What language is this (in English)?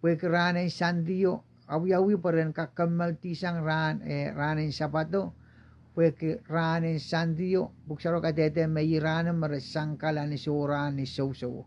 Pohnpeian